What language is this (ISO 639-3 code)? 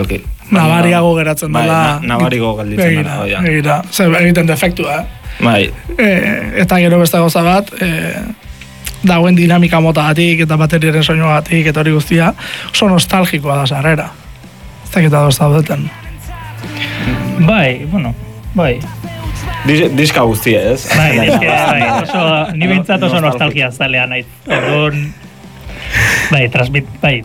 eus